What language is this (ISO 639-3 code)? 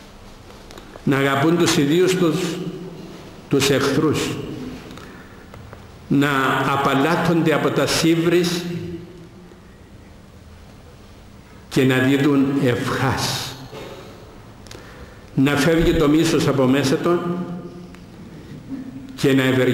ell